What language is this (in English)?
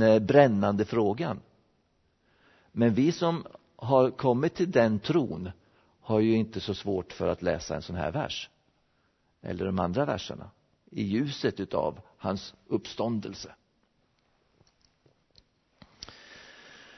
Swedish